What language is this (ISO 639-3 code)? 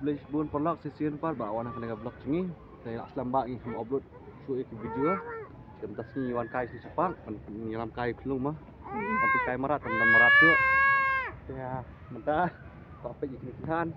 kha